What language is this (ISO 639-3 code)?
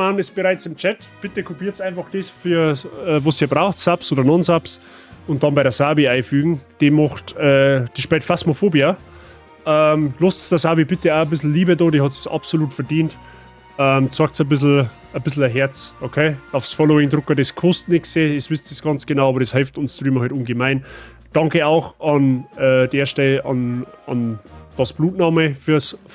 bar